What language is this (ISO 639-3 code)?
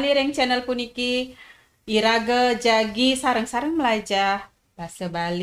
ban